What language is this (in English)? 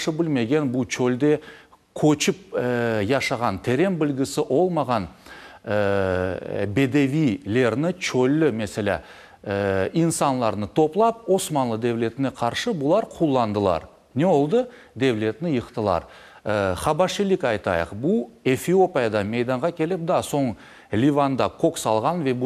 Crimean Tatar